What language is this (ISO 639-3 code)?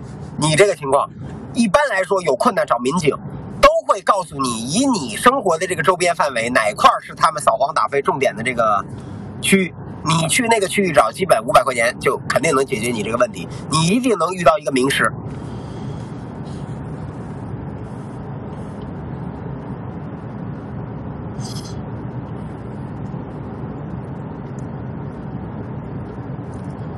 zho